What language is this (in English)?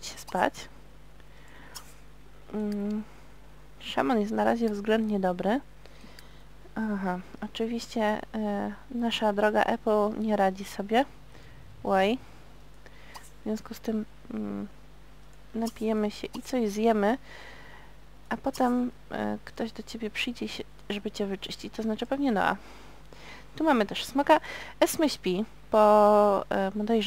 Polish